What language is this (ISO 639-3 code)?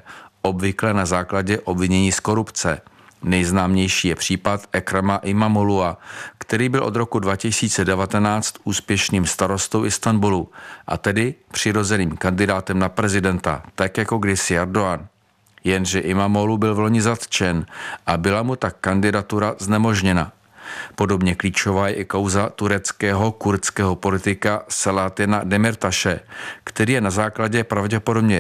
ces